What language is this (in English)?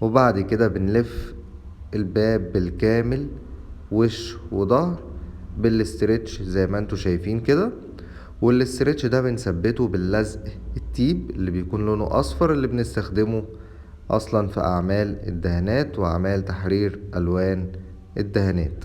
Egyptian Arabic